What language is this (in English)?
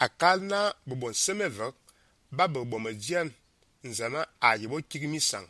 Fang